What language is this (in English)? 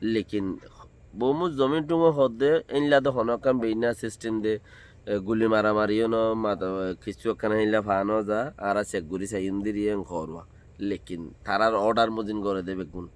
Rohingya